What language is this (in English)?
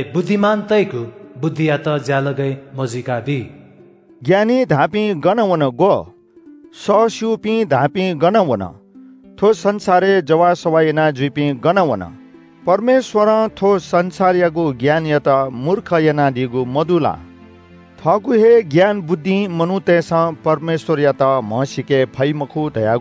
Newari